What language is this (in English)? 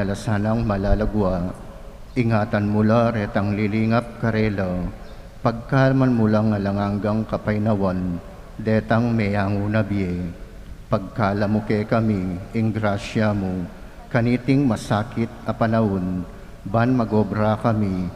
Pampanga